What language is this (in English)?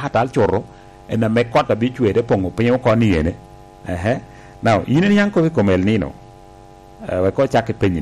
Lango (Uganda)